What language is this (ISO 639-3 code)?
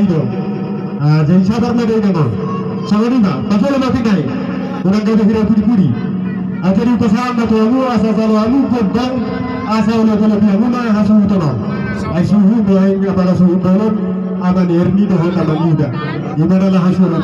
bbc